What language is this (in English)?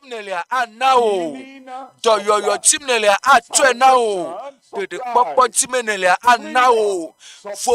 Ewe